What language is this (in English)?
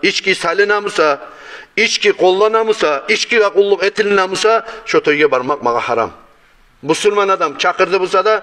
Kumyk